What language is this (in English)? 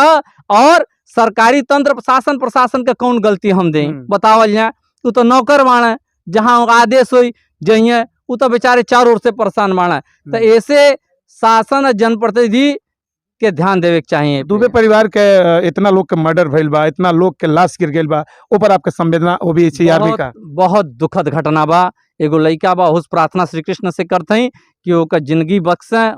Bhojpuri